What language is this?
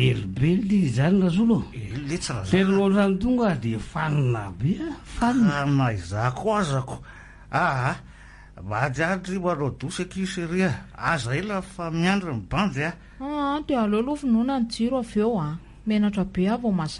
Malagasy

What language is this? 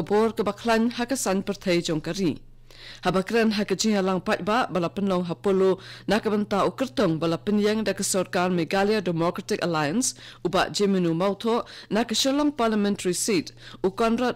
Khasi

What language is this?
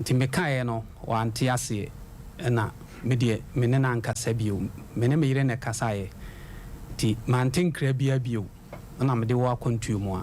Akan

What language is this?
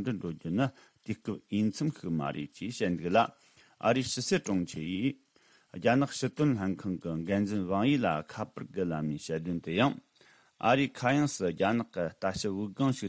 Tibetan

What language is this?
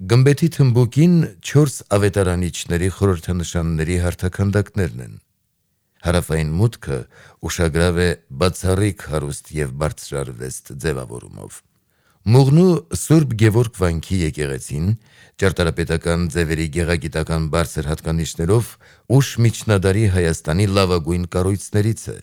Armenian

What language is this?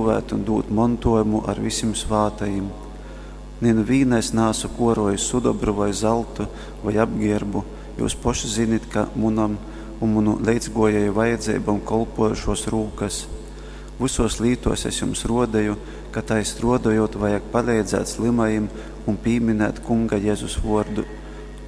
Latgalian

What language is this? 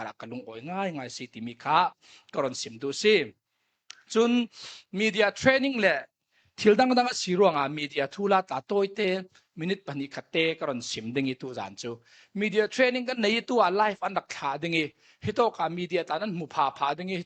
Falam Chin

